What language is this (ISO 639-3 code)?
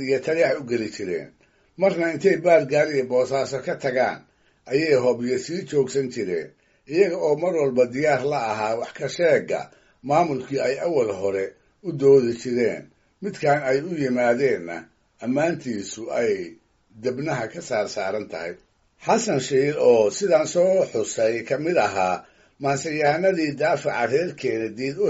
som